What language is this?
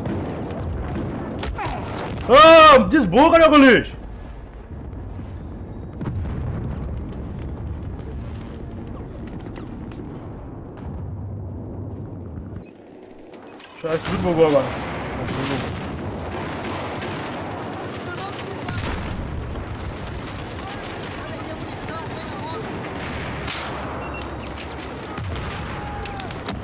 Portuguese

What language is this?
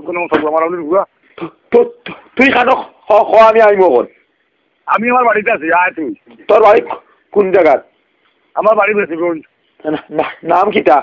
Sylheti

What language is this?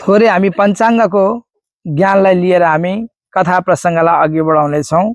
Nepali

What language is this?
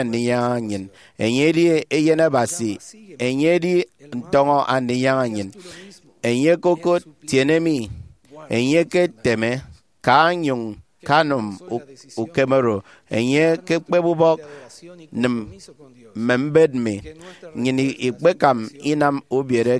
Efik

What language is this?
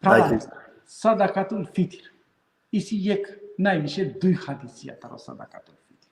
Balkan Romani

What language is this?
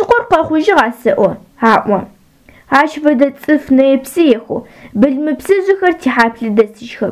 Adyghe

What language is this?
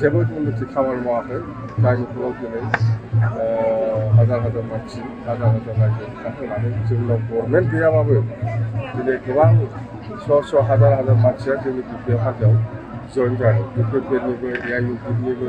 Bodo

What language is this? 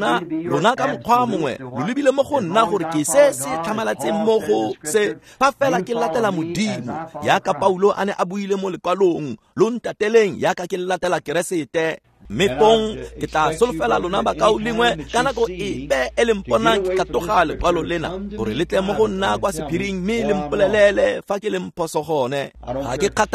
Tswana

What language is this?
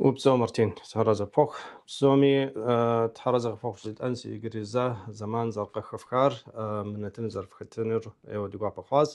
Kabardian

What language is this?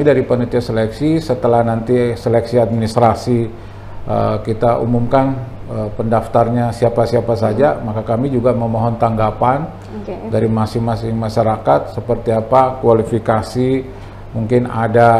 Indonesian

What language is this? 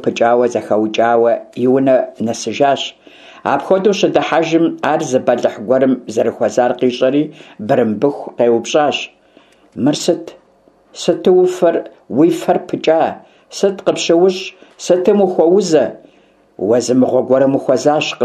Kabardian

